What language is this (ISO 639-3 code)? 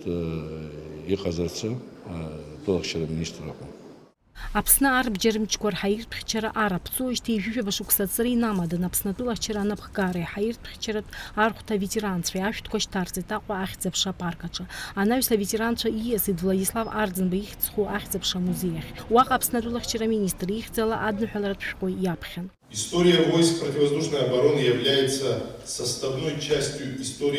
abk